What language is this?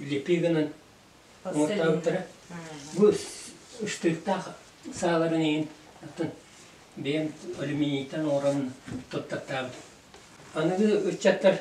Yakut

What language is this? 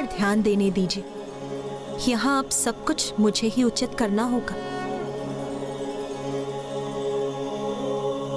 Hindi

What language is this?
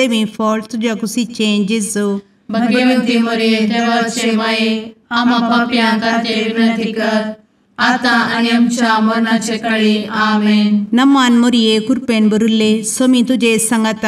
Konkani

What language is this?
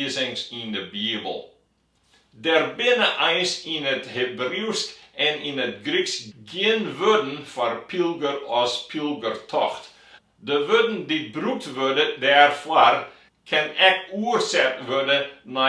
Western Frisian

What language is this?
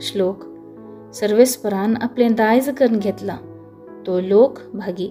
Konkani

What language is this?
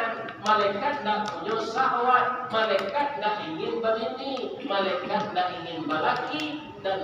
Minangkabau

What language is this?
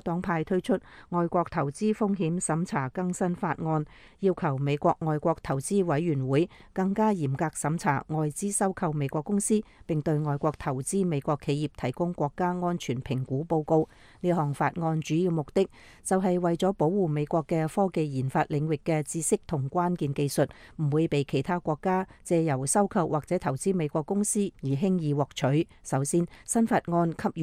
Cantonese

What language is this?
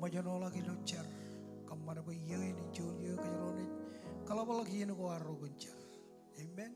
Marshallese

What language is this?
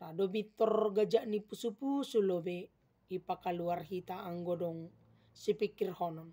Batak Simalungun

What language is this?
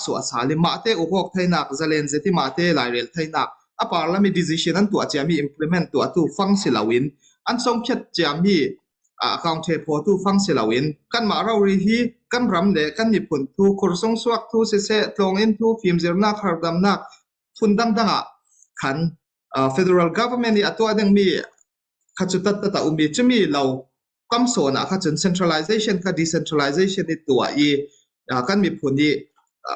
Falam Chin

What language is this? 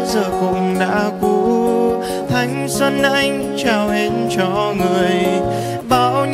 Vietnamese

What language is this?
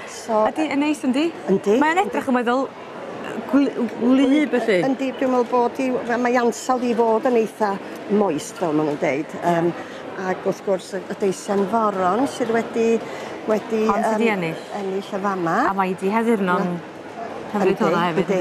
Welsh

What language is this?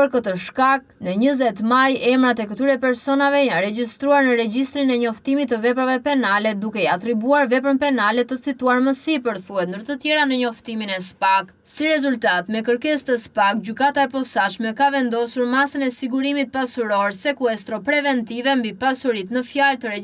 Albanian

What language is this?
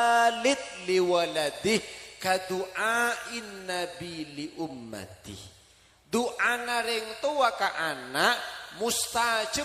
Madurese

